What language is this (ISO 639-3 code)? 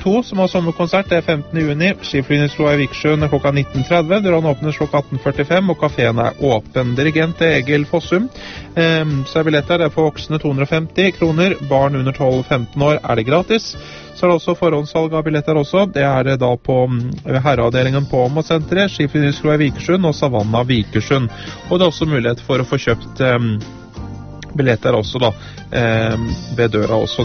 nor